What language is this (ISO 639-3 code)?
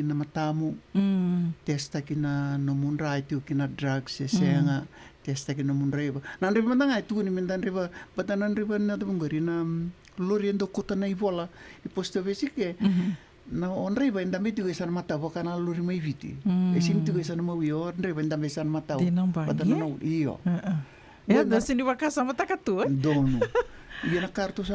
fij